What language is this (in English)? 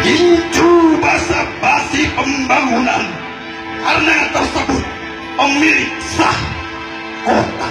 Betawi